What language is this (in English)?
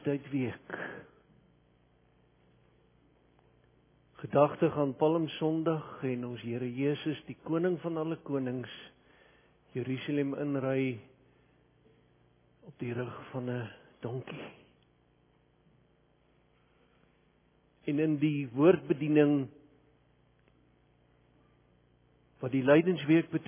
Afrikaans